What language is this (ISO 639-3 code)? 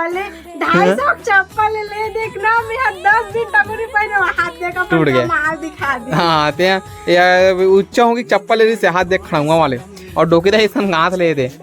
hne